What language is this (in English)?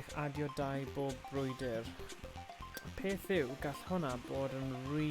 Welsh